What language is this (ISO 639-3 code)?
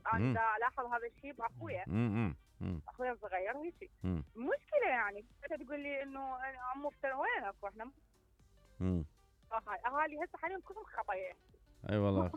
acm